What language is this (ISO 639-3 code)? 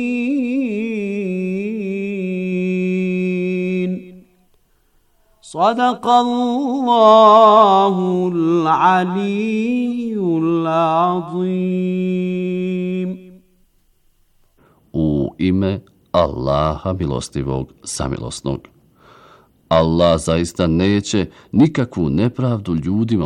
bos